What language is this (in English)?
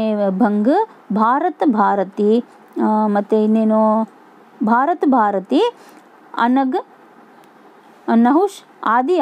Kannada